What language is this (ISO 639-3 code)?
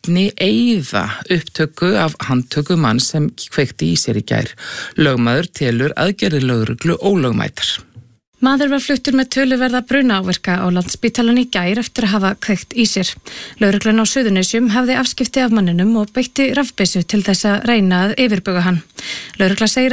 isl